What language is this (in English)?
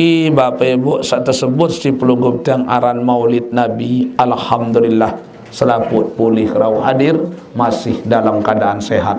Sasak